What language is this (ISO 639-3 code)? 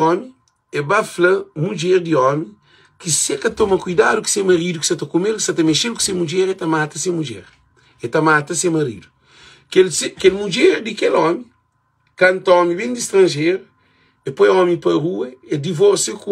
kea